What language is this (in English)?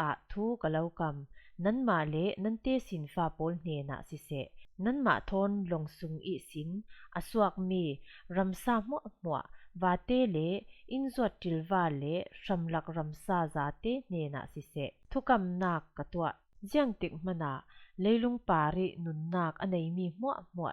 Falam Chin